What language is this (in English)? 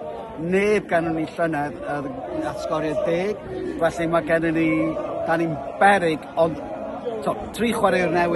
Welsh